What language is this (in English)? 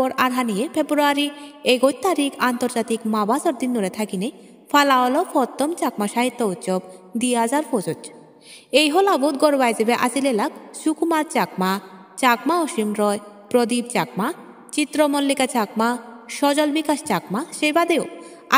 Chakma